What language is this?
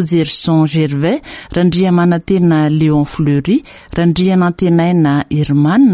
Malagasy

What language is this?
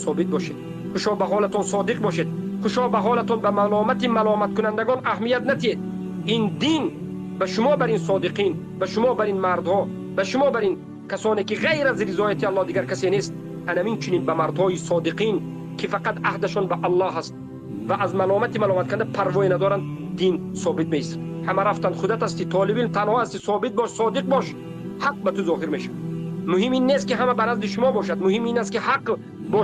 Tajik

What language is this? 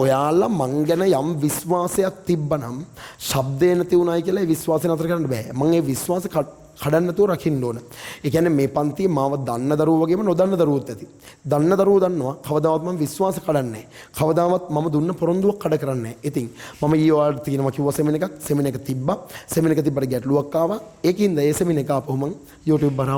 Sinhala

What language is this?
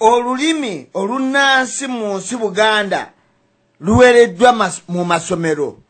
Ganda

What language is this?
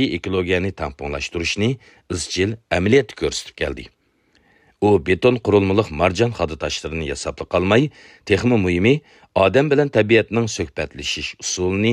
Uyghur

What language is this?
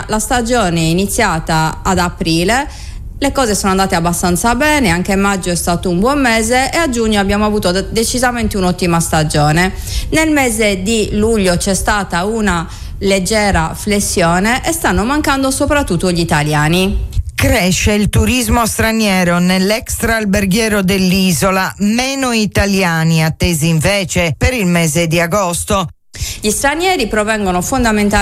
Italian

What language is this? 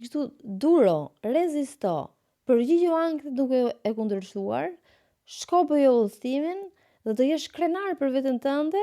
Albanian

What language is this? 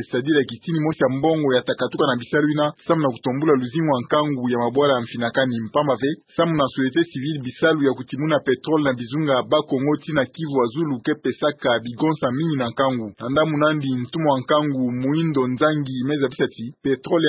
Kituba (Democratic Republic of Congo)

